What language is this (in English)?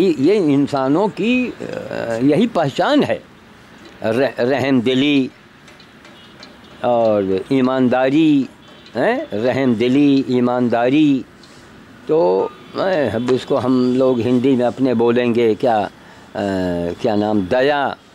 Hindi